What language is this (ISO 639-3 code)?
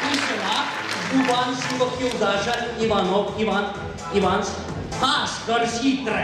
chv